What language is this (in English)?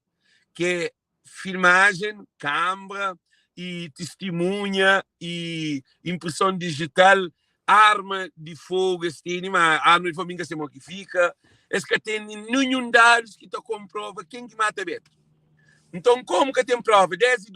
Kabuverdianu